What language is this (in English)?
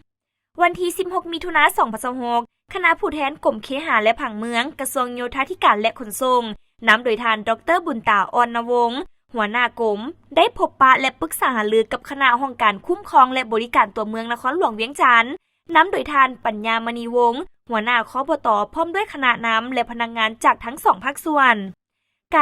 Lao